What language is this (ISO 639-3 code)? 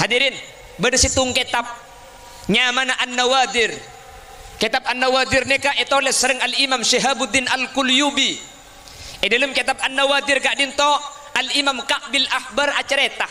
mad